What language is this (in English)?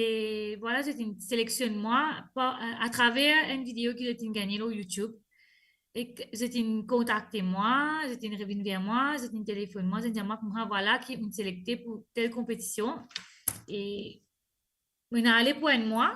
Morisyen